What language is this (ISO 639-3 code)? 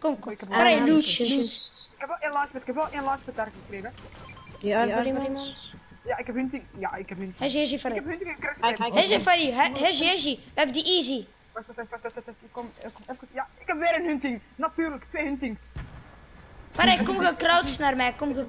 nld